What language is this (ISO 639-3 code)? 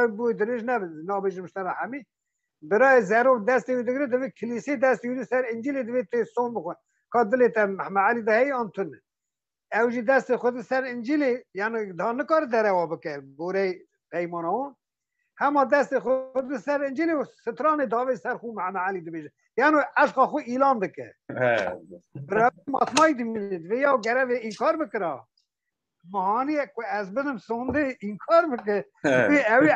kur